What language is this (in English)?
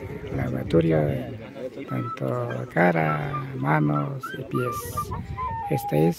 Imbabura Highland Quichua